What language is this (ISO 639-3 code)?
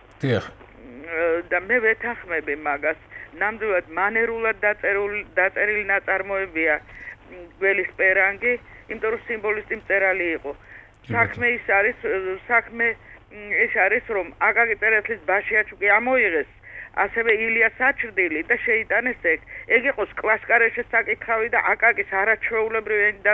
kat